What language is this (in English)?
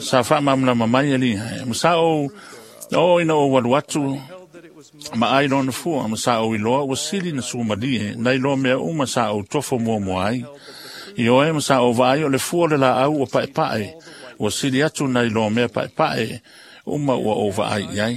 Samoan